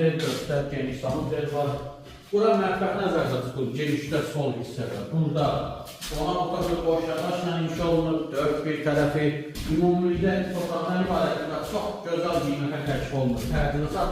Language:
Azerbaijani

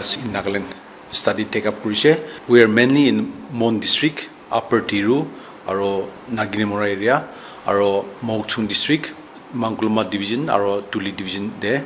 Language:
Naga Pidgin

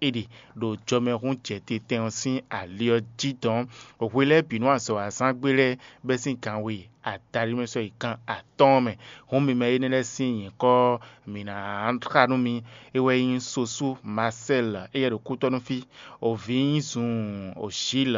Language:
Fon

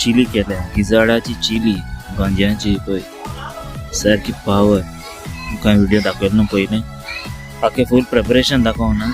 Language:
Konkani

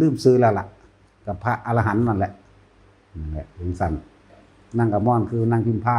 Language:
Northeastern Thai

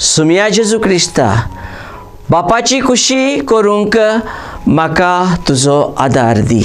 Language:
Konkani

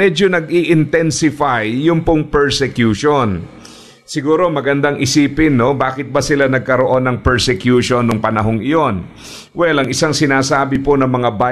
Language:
Filipino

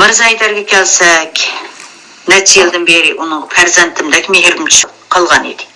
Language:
Uyghur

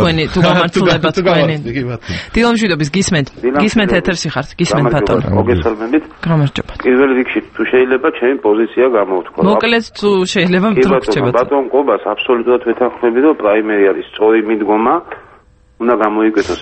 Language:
Georgian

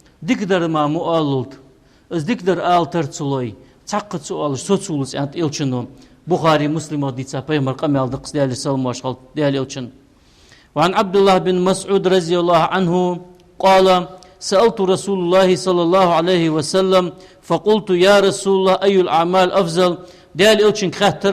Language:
Ingush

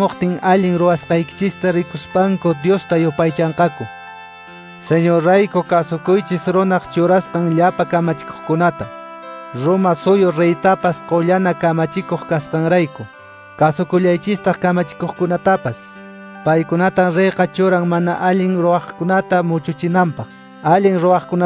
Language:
Quechua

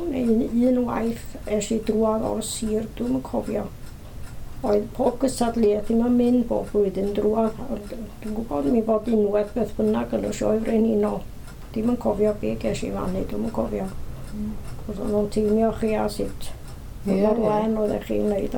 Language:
Welsh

